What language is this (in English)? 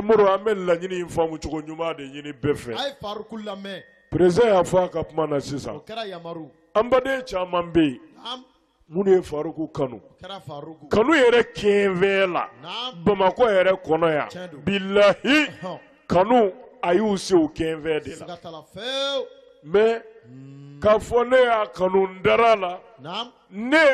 Bambara